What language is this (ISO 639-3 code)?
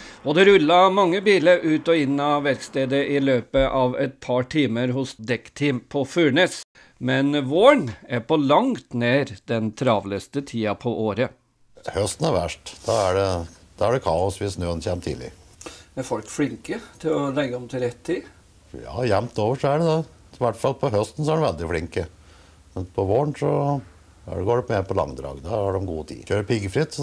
nor